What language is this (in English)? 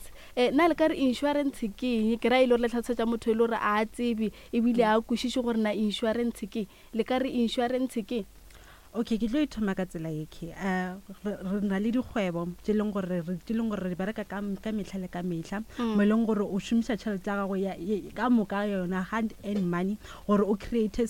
Northern Sotho